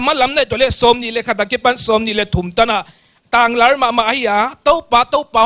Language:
Paite Chin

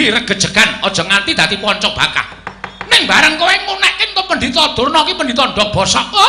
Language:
Javanese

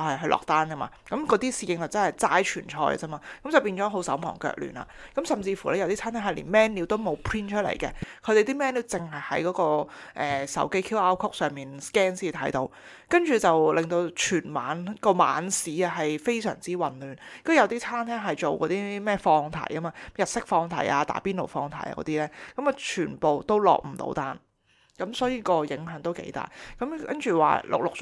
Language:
Cantonese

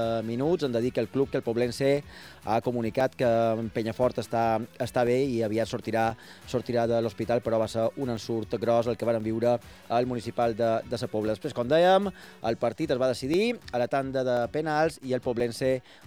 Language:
Catalan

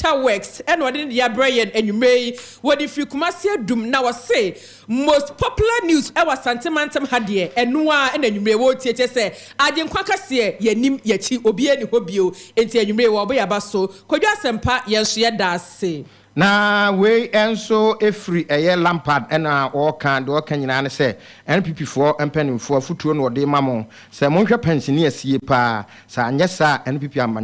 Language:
Akan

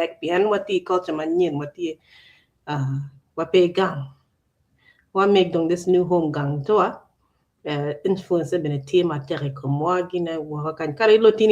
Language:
Acoli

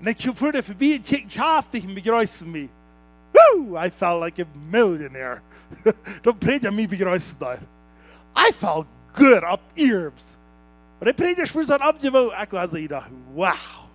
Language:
Plautdietsch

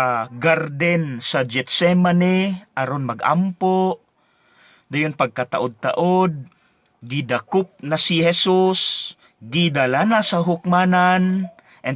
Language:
Cebuano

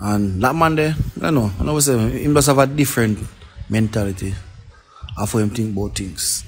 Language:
Jamaican Creole English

